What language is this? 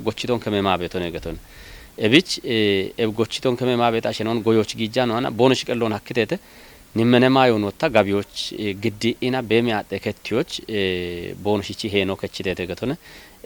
Kafa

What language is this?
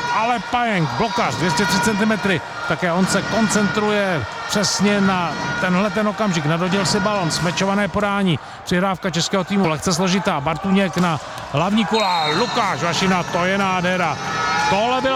Czech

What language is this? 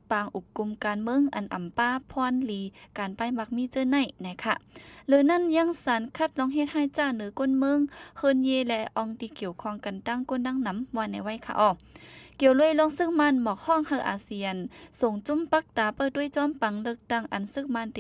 Shan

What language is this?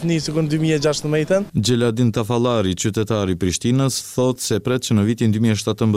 Albanian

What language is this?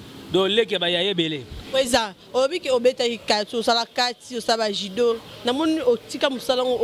Lingala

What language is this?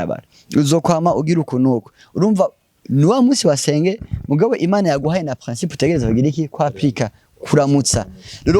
Rundi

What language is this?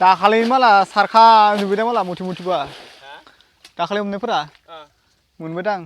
Bodo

